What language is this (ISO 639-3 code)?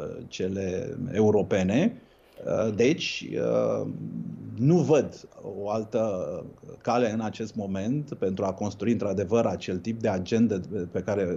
ron